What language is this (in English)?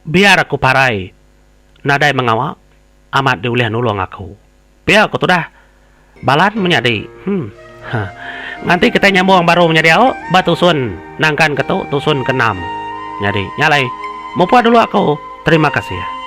Iban